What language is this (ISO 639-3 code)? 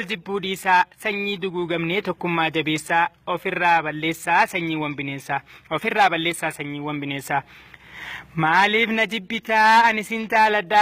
orm